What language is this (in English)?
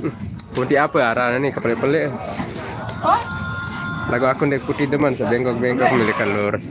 Sasak